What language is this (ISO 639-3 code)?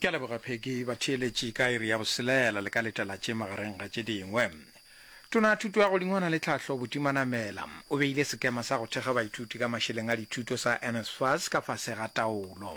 nso